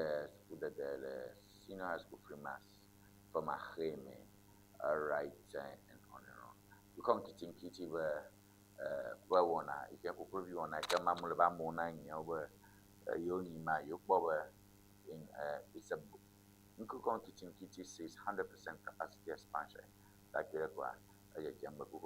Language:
Ewe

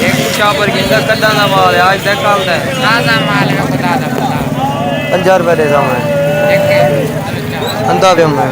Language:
Saraiki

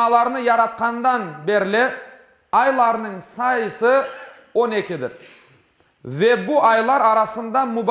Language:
Crimean Tatar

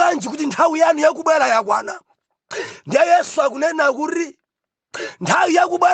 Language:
Nyanja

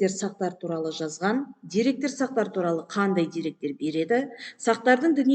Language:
Kazakh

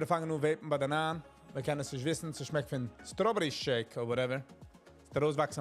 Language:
Yiddish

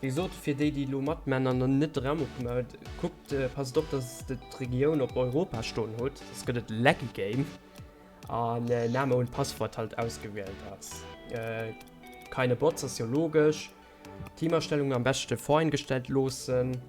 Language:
Luxembourgish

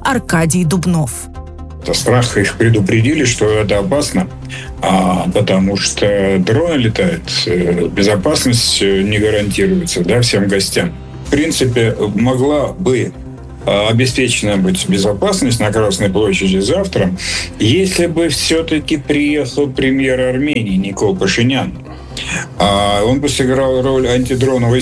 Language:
Russian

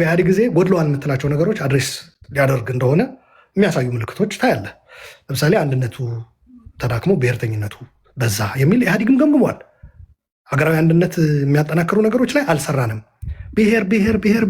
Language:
Amharic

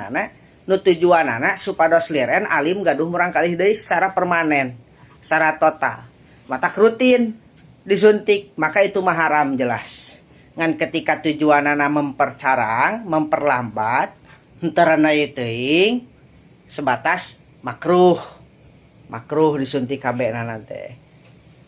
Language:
Sundanese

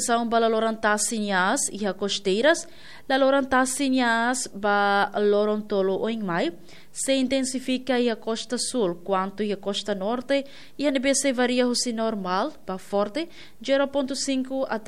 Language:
Tetum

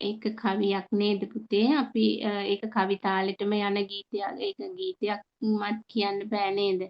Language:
Sinhala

